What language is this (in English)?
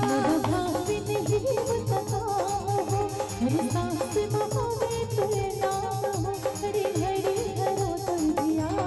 Chhattisgarhi